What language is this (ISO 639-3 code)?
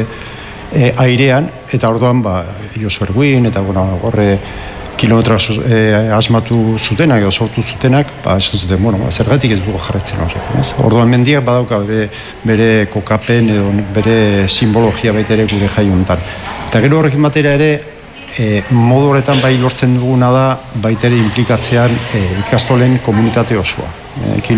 eus